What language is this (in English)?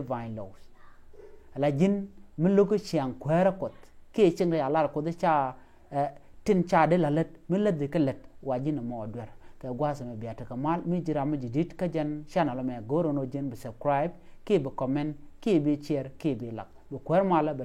Nuer